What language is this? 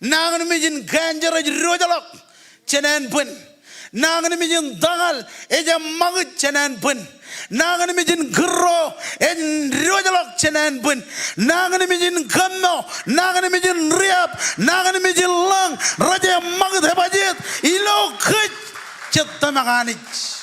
Marshallese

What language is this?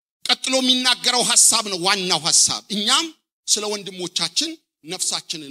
Amharic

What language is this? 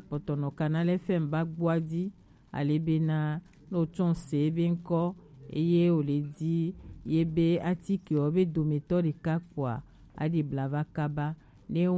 Gen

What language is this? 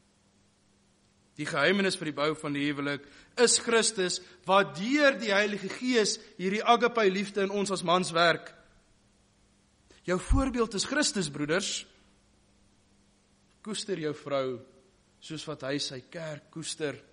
Afrikaans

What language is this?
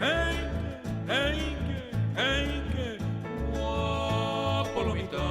Guarani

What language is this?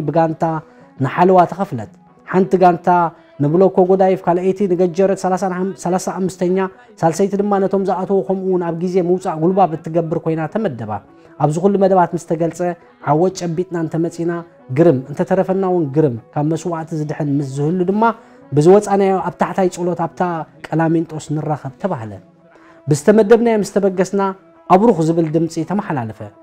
Tigrinya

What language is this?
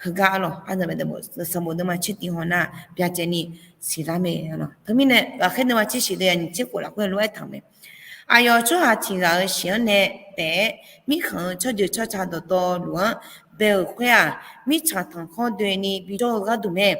Akha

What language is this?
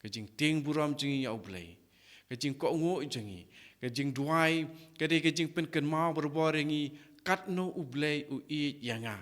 Khasi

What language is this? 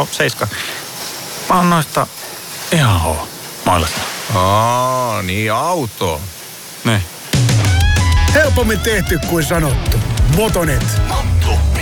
Finnish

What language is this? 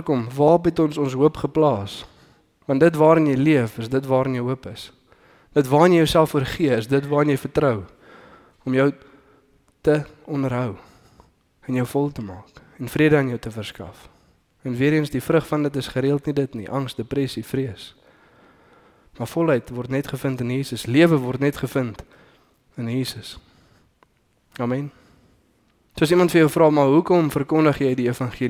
Afrikaans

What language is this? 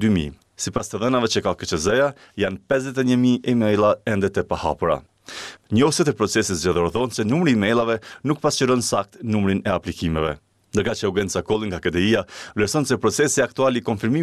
Albanian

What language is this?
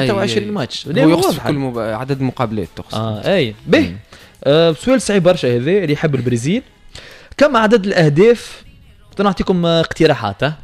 Tunisian Arabic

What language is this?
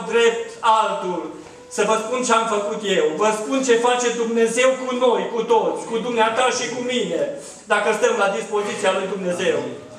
Romanian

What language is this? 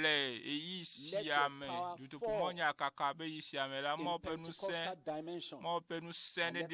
Ewe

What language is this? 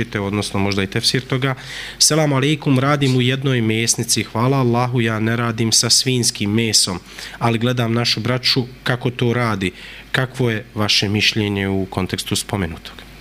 Bosnian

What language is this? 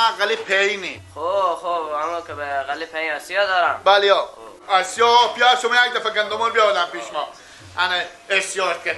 Persian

